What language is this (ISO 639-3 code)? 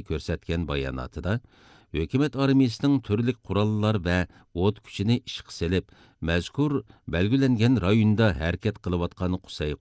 uig